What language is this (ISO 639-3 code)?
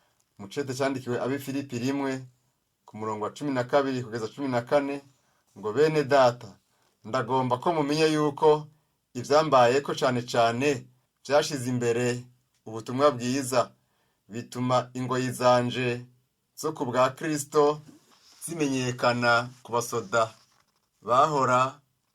run